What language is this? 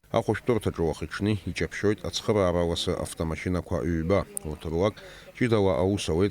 Abkhazian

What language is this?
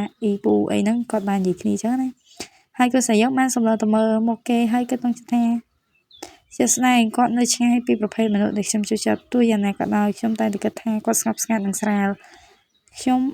Khmer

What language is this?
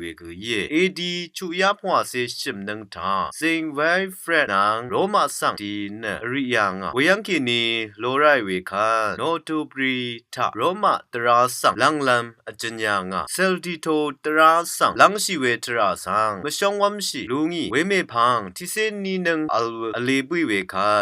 Rawang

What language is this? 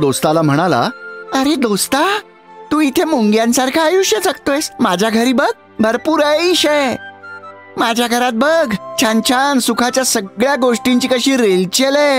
Marathi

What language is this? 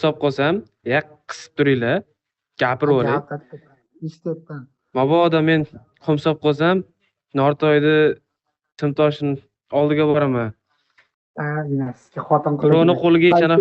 Uzbek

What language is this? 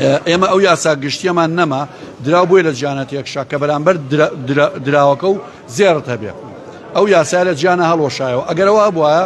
Central Kurdish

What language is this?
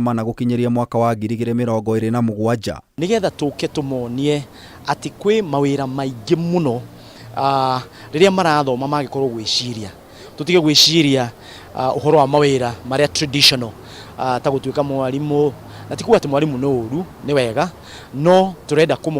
Kikuyu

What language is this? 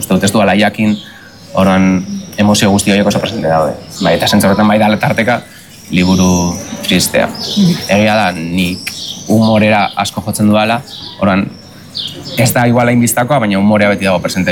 Basque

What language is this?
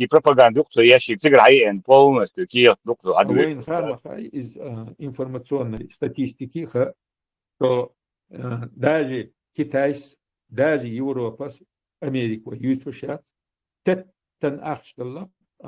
Chechen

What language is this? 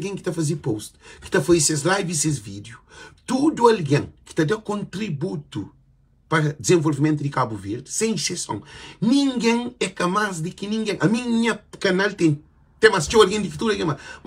Kabuverdianu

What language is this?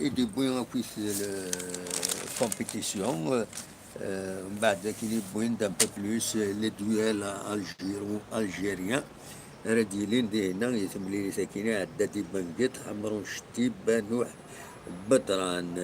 Kabyle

